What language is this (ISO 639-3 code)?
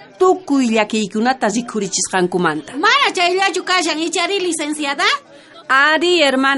quh